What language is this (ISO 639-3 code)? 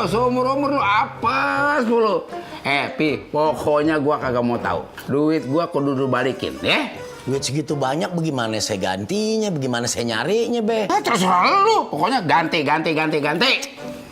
bew